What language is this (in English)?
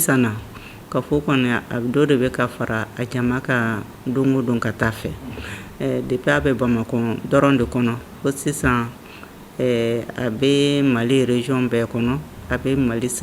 Bambara